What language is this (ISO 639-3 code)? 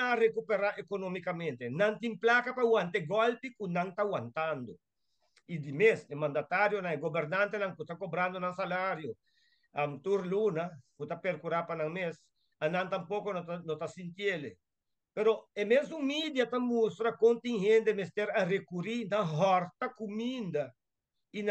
pap